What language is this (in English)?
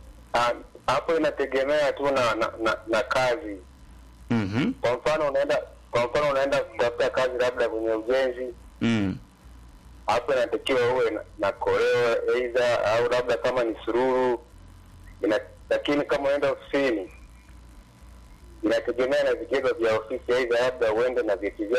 Swahili